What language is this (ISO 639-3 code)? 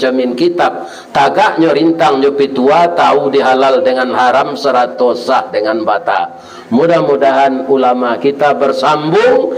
min